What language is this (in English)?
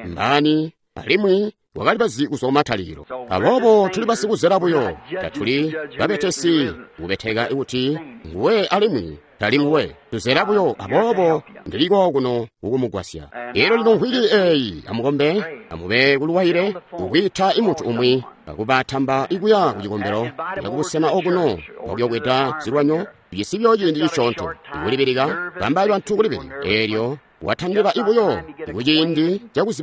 Tonga (Zambia)